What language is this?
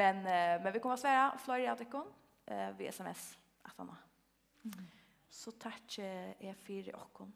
Faroese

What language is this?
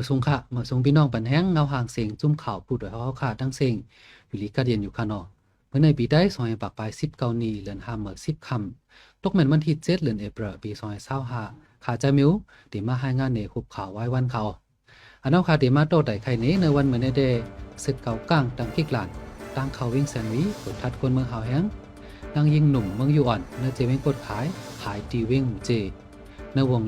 Shan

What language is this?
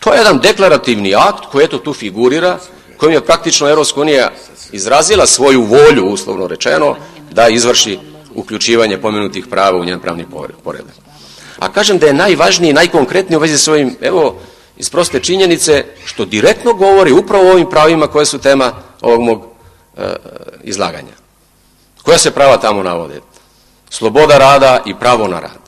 Serbian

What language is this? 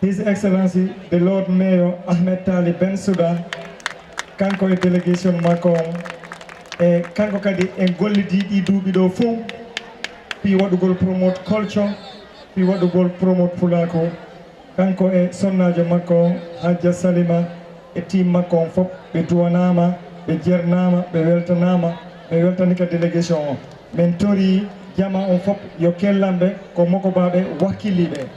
Fula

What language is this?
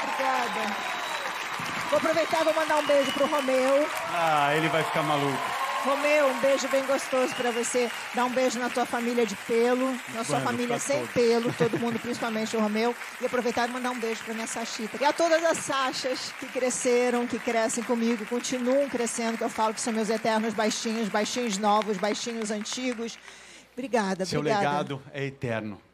Portuguese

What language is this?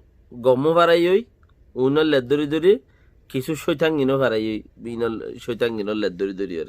Rohingya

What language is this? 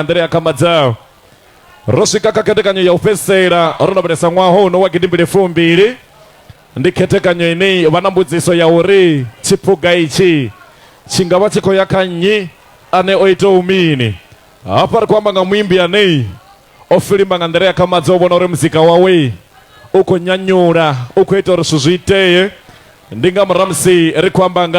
Venda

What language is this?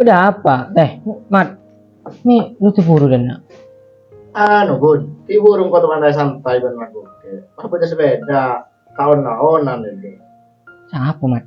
Madurese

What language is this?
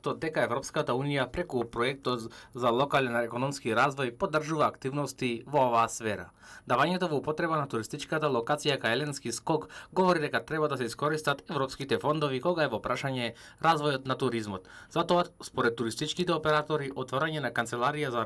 Macedonian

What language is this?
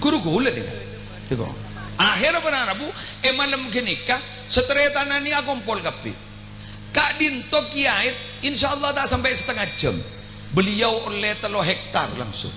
Madurese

